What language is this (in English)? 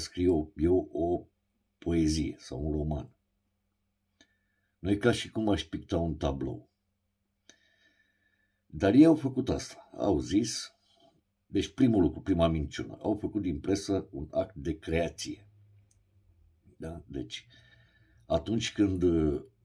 Romanian